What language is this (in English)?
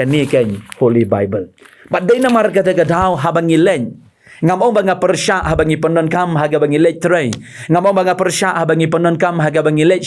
Khasi